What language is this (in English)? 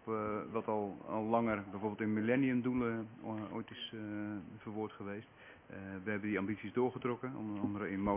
Dutch